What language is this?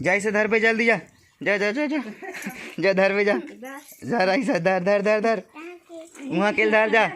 Chhattisgarhi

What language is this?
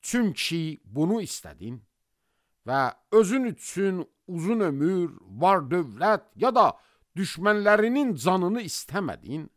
Azerbaijani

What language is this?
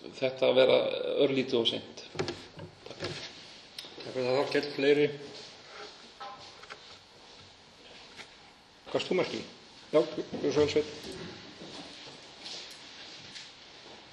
Icelandic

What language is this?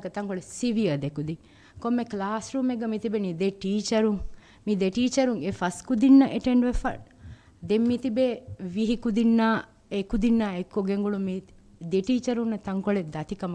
Divehi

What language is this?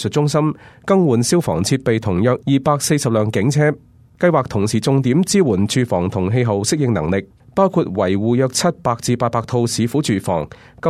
Cantonese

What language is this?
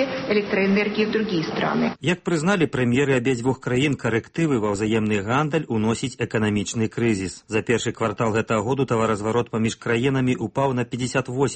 Belarusian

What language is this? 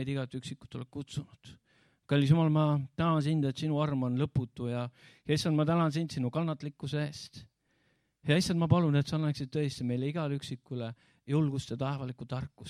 Estonian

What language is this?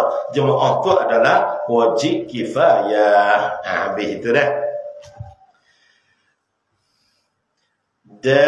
Malay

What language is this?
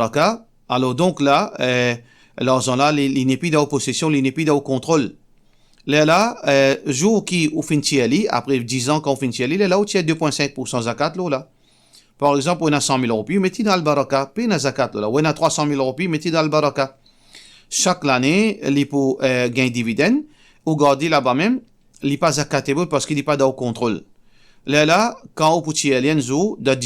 Morisyen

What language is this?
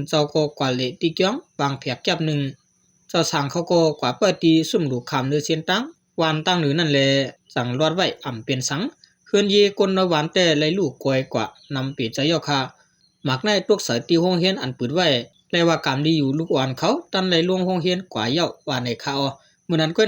Shan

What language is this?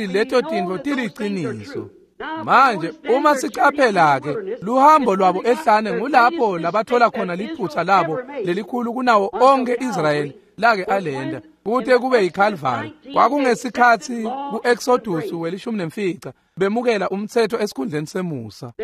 Swati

